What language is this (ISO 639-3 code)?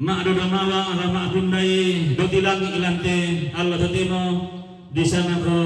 sda